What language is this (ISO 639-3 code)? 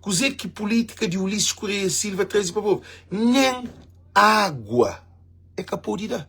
kea